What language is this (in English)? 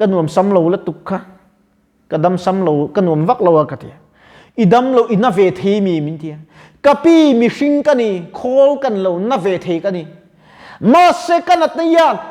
Mizo